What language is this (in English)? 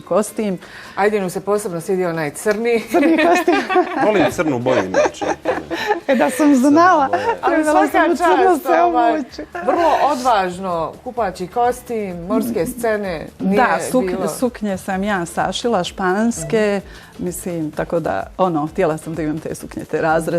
Bosnian